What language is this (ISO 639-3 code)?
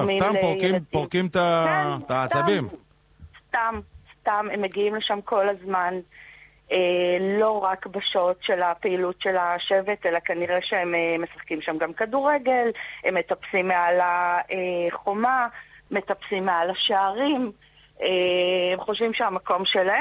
heb